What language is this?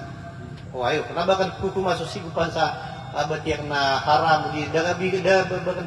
Maranao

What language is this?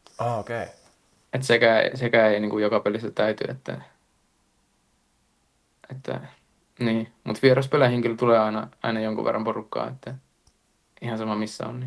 Finnish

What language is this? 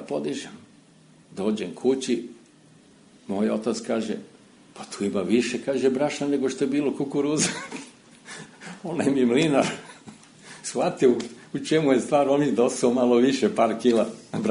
Serbian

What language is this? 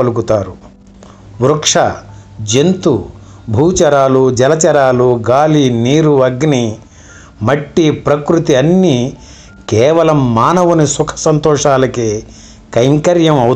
Telugu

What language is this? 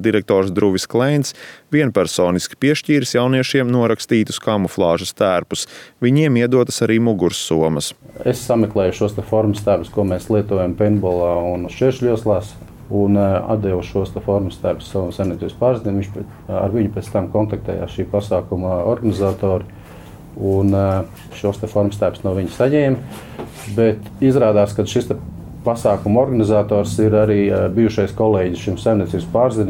Latvian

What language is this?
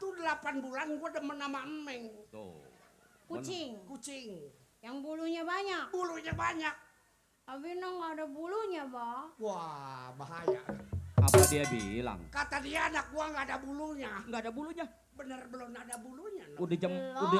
Betawi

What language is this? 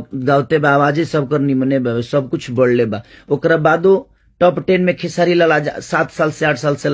Bhojpuri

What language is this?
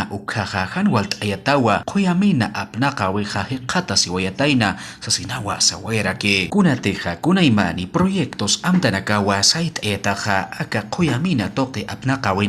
Aymara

